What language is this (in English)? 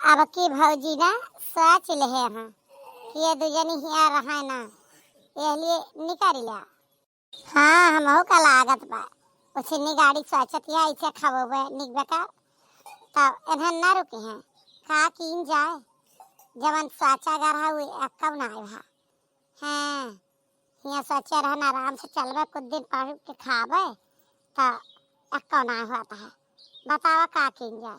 Awadhi